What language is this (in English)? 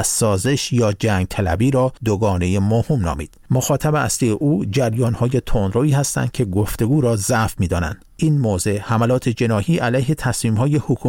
Persian